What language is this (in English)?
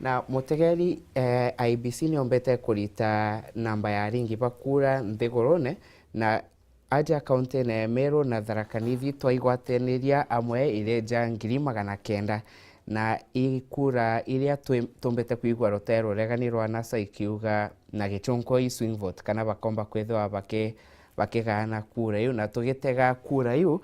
Meru